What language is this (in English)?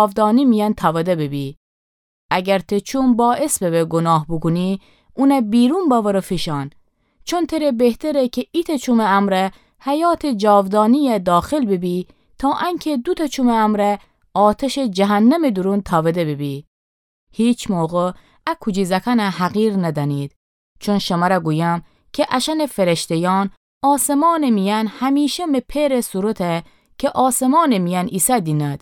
Gilaki